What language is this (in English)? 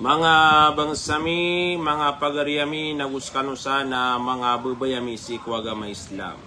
Maranao